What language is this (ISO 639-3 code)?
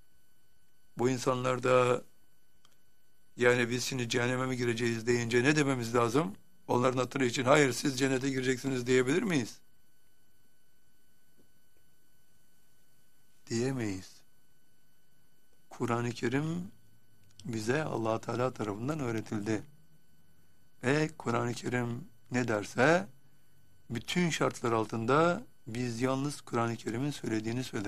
tur